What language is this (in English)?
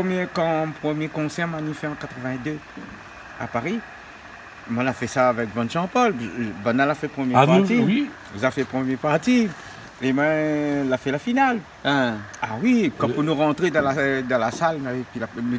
Réunion Creole French